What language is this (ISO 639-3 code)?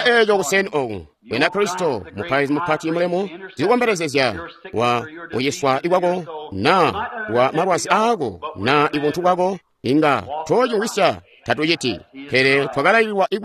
toi